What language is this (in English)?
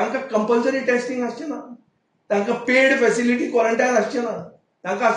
Konkani